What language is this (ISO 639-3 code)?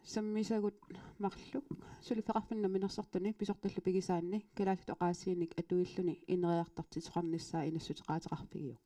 kal